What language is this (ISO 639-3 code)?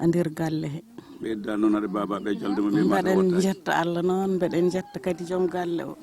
ful